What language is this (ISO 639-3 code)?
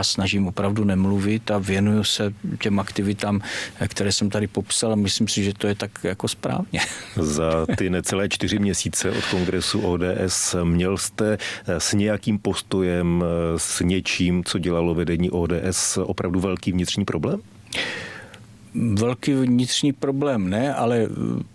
ces